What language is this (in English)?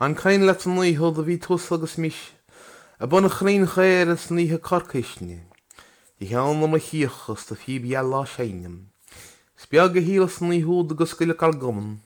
Irish